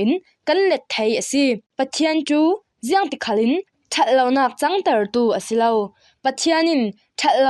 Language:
Falam Chin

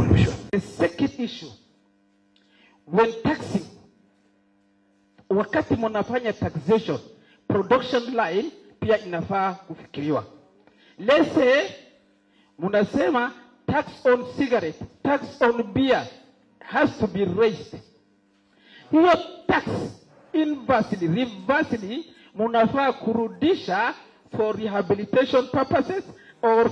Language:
Swahili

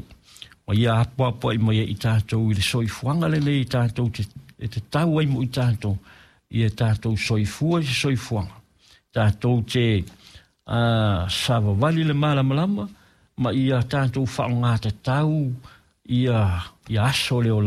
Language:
Samoan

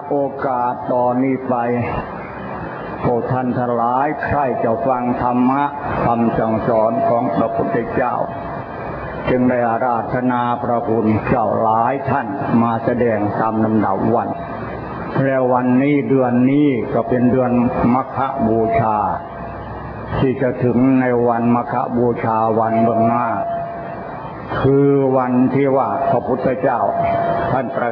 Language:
Thai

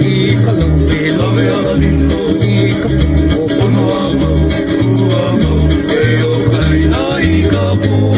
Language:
Hawaiian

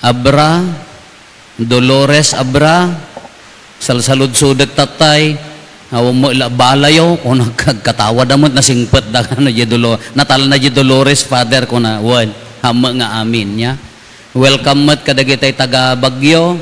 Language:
Iloko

